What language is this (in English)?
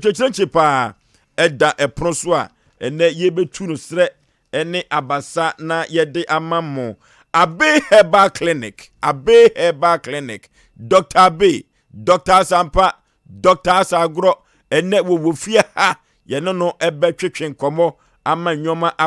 Akan